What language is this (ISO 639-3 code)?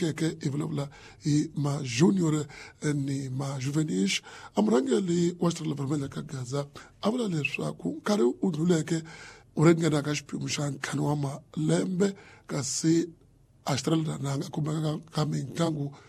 tso